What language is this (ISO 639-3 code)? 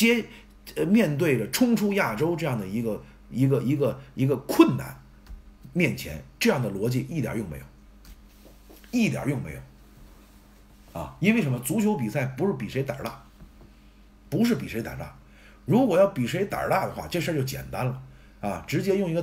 zho